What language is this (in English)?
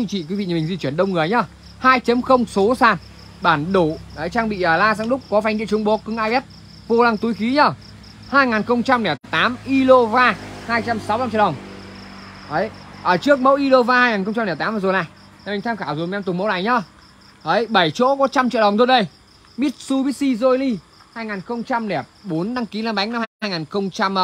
Vietnamese